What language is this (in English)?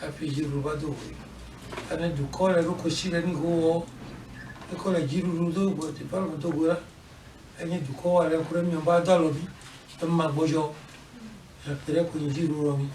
Ewe